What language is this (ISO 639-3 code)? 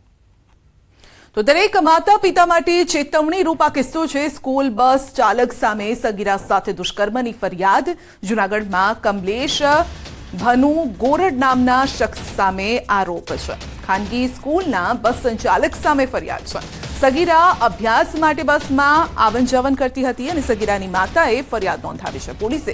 guj